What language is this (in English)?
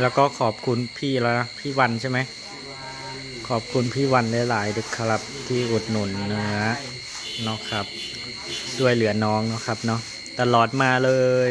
Northeastern Thai